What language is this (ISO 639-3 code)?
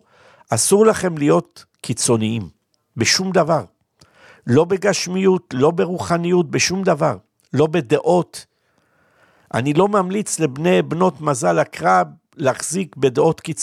heb